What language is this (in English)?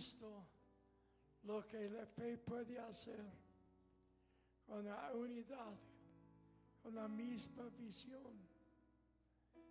Spanish